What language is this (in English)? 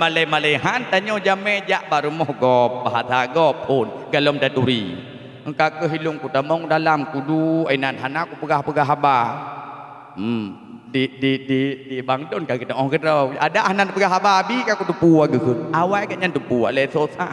Achinese